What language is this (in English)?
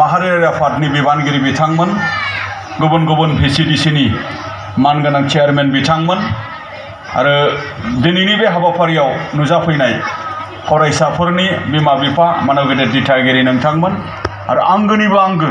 Bodo